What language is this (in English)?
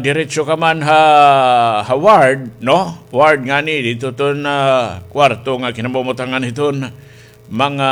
Waray